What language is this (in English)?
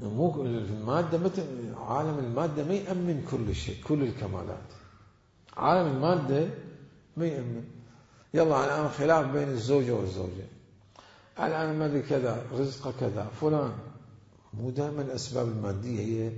Mesopotamian Arabic